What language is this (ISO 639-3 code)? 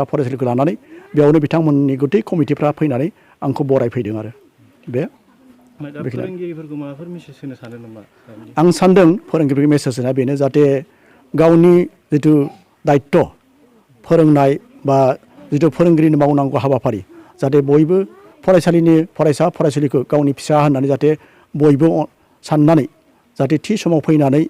brx